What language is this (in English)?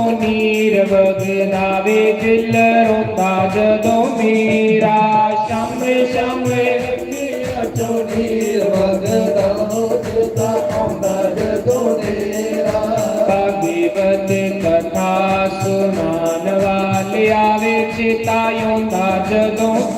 Dogri